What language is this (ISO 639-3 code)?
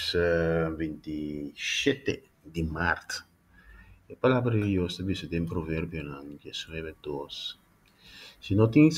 pap